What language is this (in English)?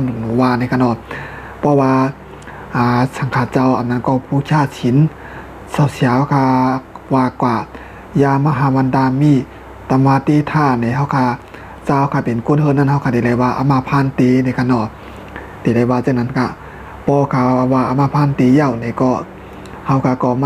Shan